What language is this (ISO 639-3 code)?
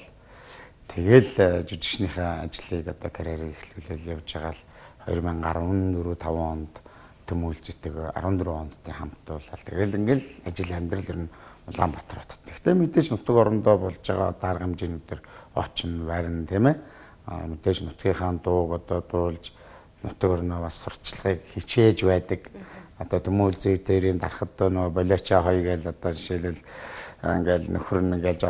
mon